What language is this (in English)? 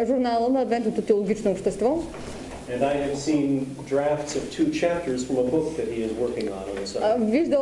Bulgarian